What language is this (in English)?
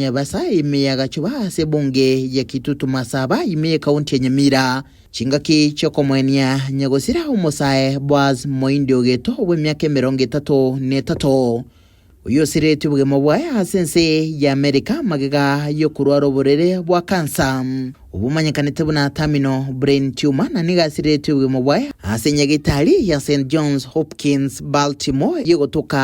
Gusii